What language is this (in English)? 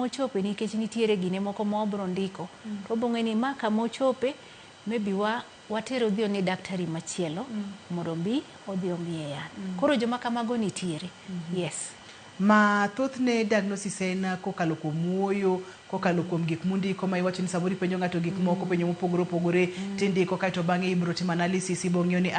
Luo (Kenya and Tanzania)